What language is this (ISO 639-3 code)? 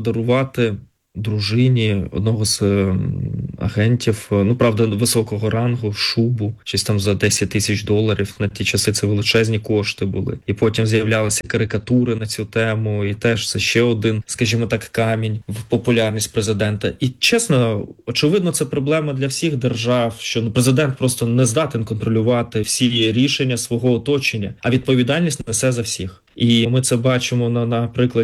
ukr